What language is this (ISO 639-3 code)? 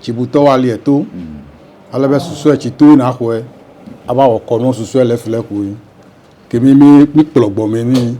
ewe